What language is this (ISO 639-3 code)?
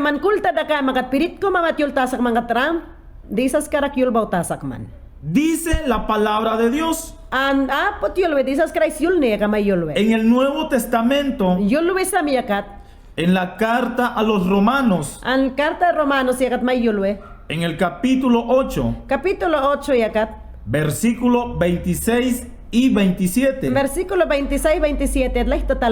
yan